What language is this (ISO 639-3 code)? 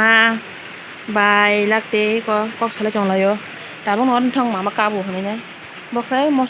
trp